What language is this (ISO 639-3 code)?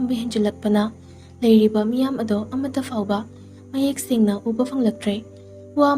mni